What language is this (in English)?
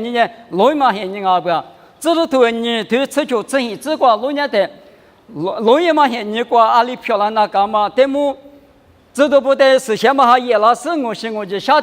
Lisu